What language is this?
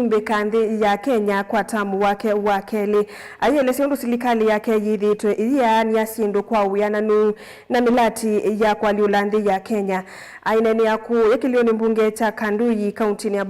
Kamba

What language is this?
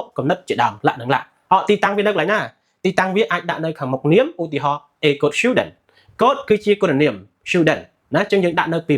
Khmer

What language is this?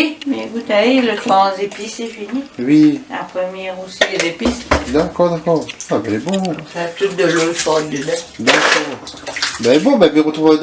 Réunion Creole French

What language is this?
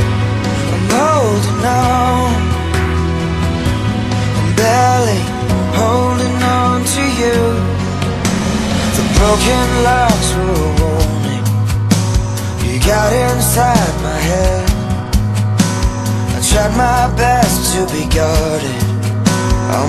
English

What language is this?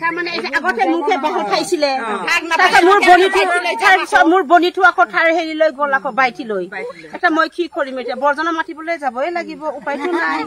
Assamese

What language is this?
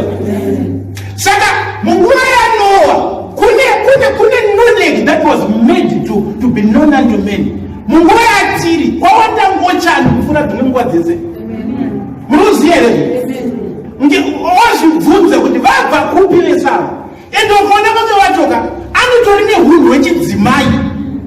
Shona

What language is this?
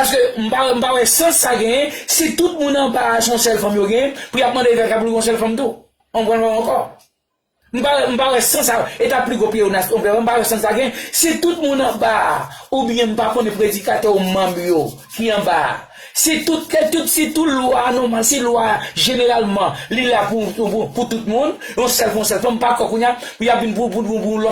Haitian Creole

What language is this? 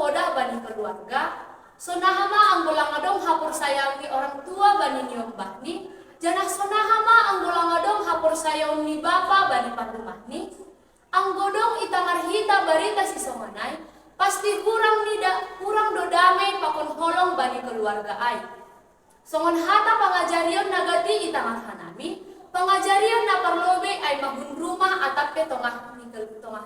Batak Simalungun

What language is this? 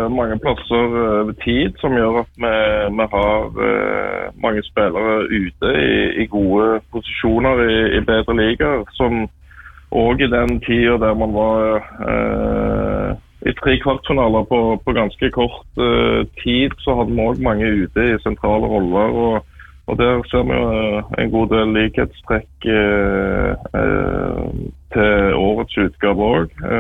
Norwegian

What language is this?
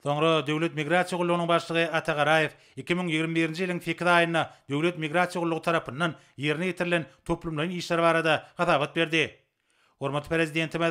Turkmen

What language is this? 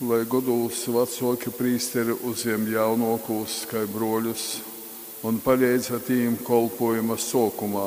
Latgalian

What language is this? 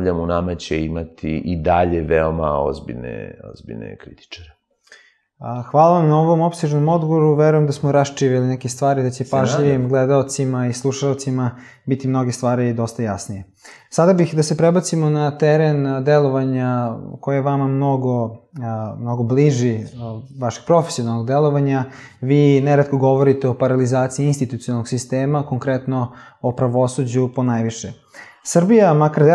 Serbian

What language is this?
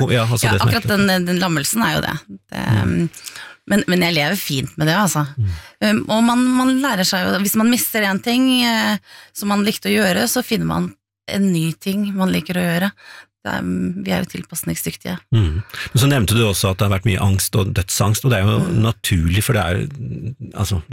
Norwegian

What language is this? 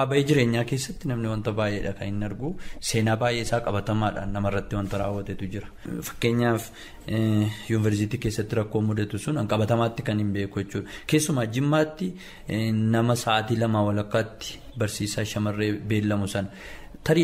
Oromo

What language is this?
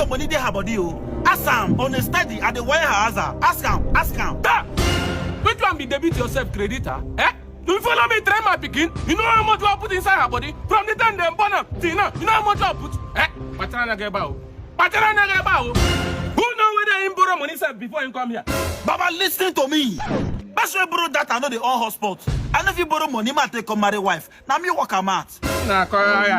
Nigerian Pidgin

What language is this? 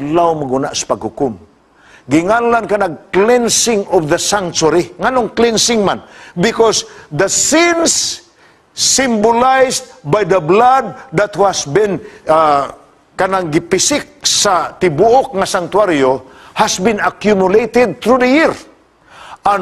Cebuano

